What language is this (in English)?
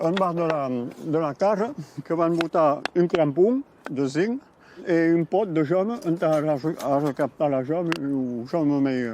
Occitan